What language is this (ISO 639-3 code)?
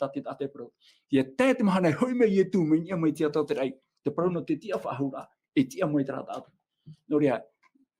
tah